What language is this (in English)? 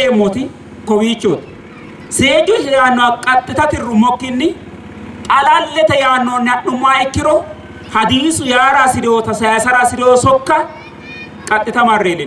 Sidamo